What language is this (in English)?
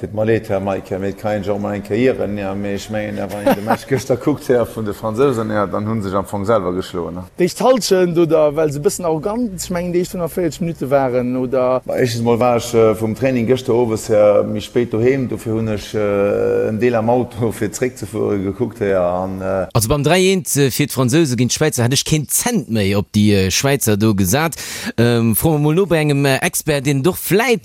Luxembourgish